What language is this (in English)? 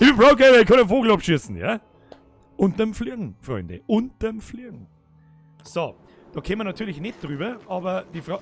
Bavarian